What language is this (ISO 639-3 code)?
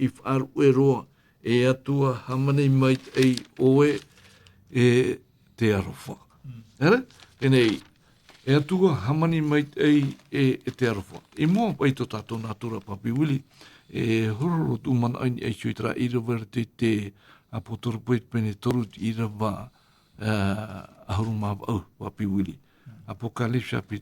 tah